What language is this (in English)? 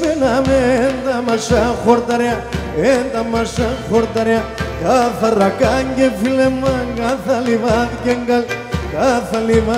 Greek